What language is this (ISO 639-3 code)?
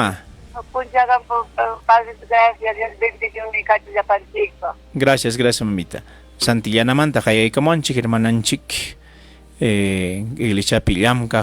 quy